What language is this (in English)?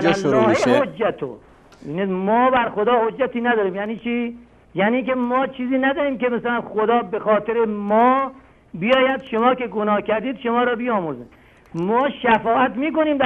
Persian